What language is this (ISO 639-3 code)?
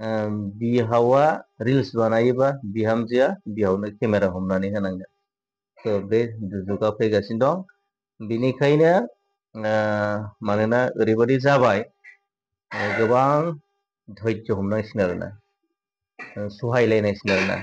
brx